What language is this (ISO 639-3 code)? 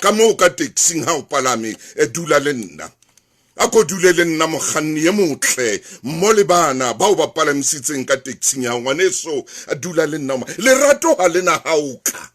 sot